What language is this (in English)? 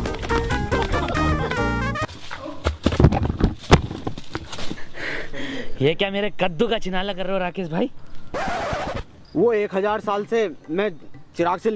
Hindi